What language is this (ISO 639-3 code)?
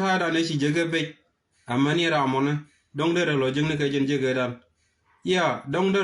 nus